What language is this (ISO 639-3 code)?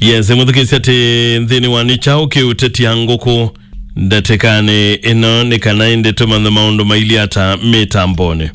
kam